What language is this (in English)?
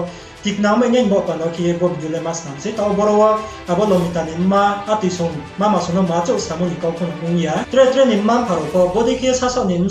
Riang (India)